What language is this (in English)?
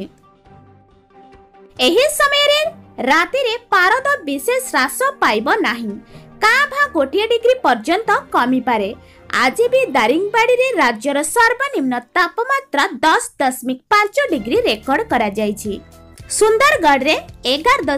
Odia